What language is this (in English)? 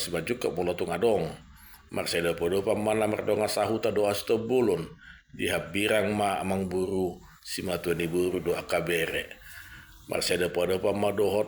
Batak Toba